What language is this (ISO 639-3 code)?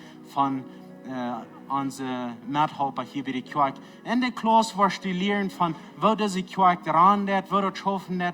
pdt